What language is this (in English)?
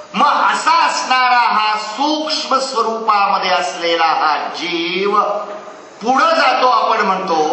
Marathi